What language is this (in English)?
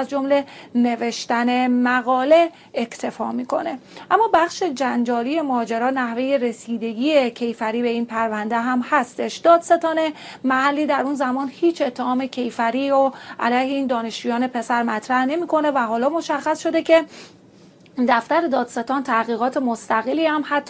Persian